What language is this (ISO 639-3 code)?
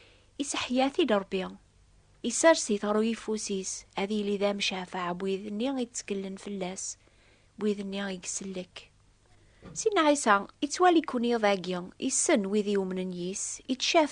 kab